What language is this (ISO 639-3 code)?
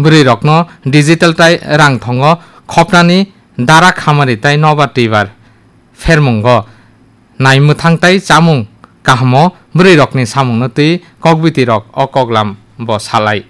trp